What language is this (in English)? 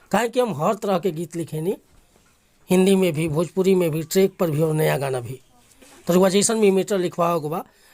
Bhojpuri